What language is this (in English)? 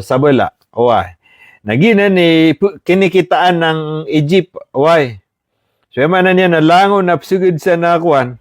Maranao